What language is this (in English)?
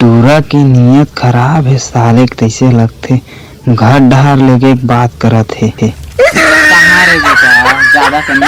Chhattisgarhi